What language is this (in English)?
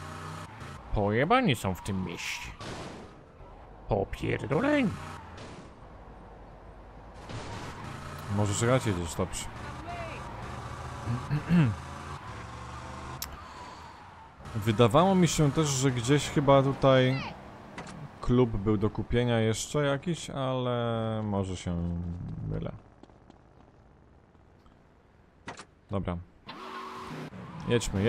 Polish